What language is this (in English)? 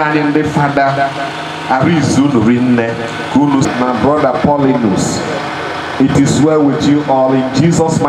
Igbo